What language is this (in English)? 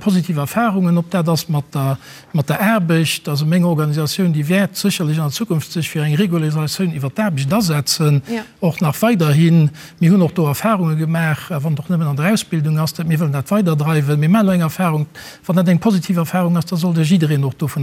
Luxembourgish